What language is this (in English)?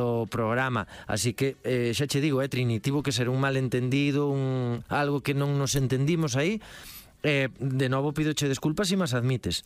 Galician